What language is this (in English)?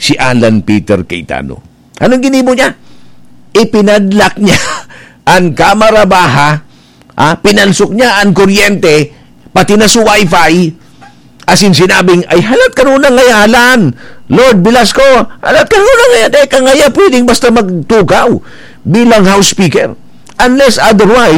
Bikol